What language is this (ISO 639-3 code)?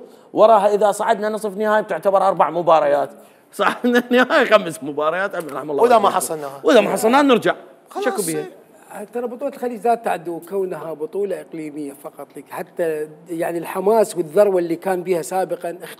acm